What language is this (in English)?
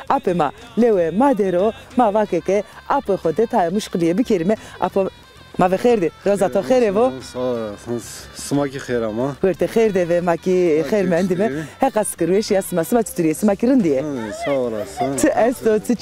Zaza